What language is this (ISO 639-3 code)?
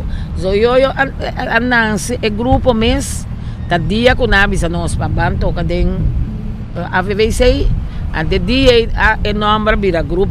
pap